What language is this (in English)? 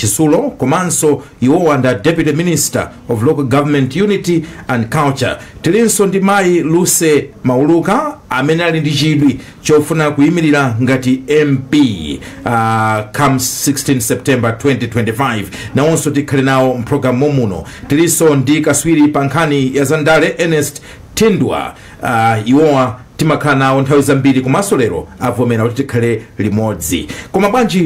Nyanja